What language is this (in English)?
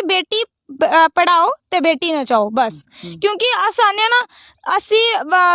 Dogri